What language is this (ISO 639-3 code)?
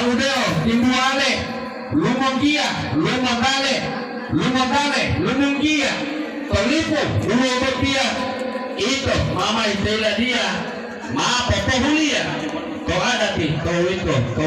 gor